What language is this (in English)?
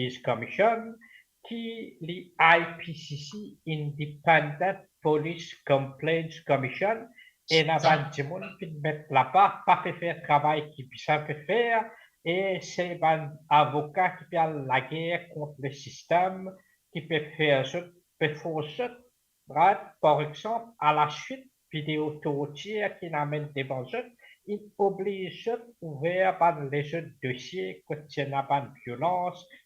Morisyen